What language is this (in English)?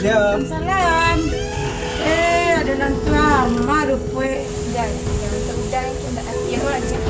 Minangkabau